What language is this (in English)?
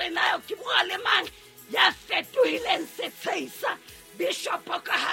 Southern Sotho